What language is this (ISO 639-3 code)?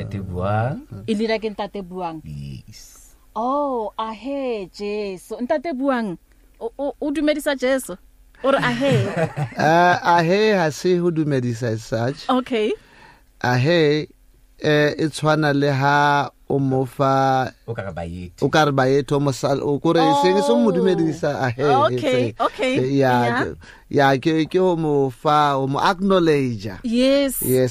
sot